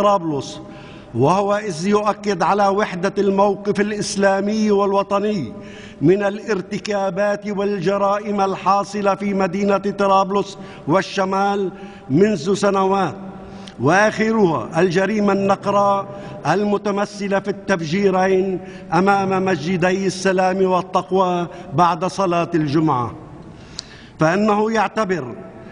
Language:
Arabic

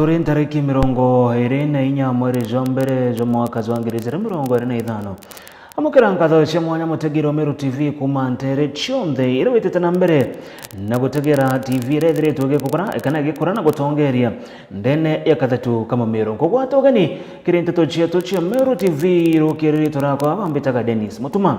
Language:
Meru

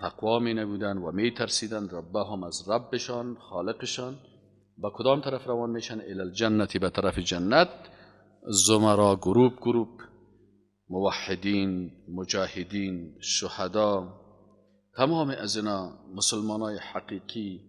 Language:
Persian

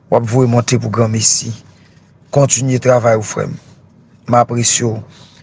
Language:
Haitian Creole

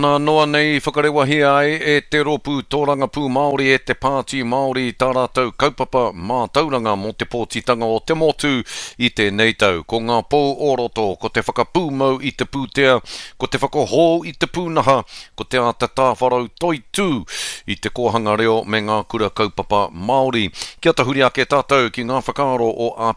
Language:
Māori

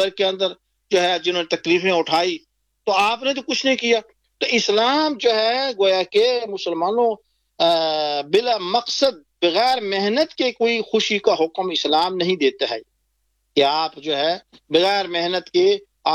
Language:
Urdu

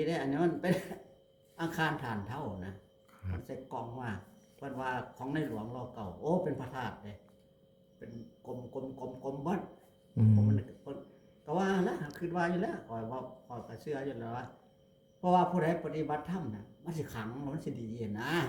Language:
Northeastern Thai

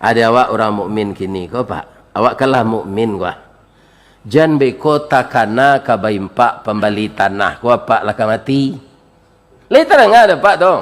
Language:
Minangkabau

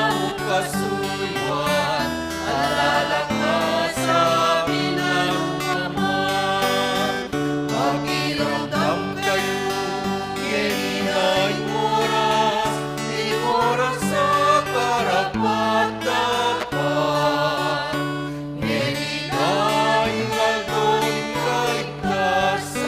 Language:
Pampanga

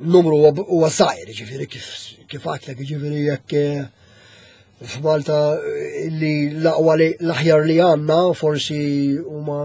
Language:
Maltese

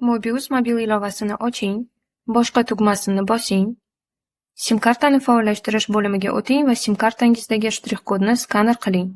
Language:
Uzbek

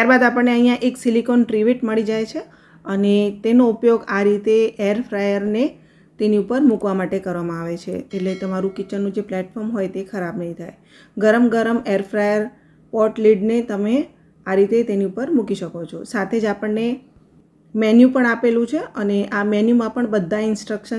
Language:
Gujarati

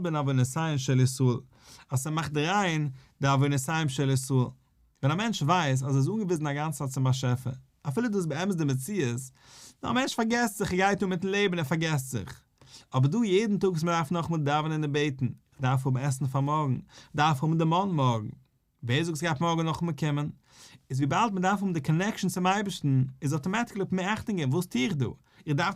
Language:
Yiddish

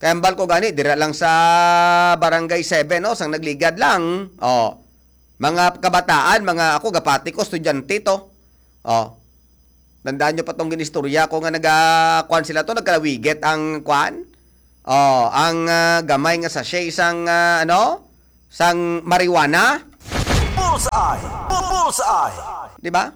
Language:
Hiligaynon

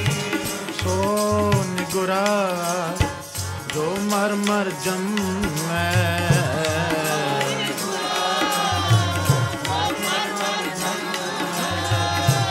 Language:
Punjabi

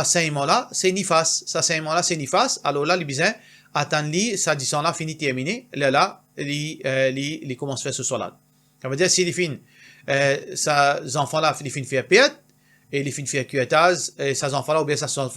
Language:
Morisyen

